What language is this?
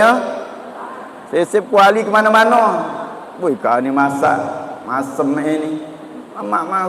Musi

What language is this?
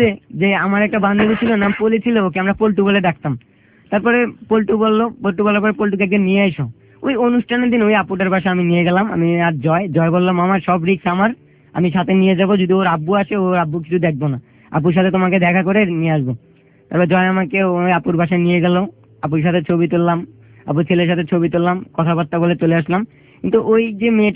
Bangla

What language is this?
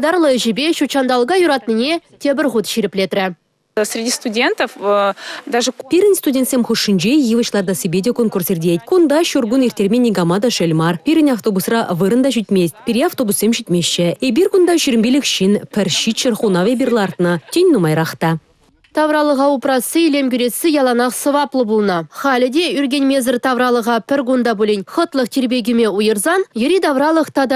Chuvash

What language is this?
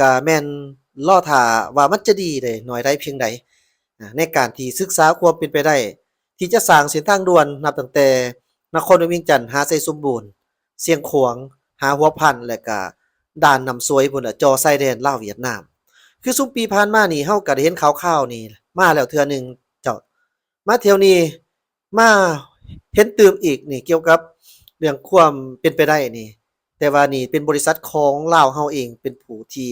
Lao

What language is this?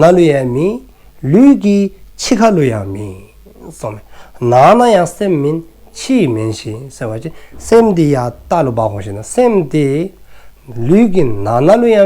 Dzongkha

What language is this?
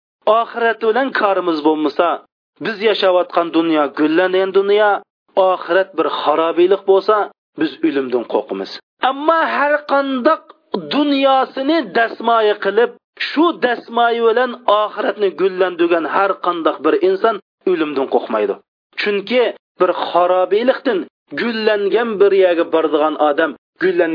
Uyghur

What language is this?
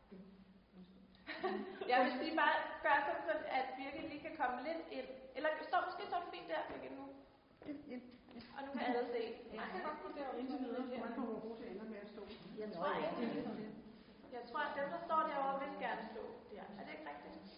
Danish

